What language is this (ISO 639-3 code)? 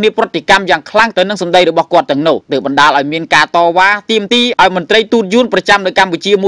khm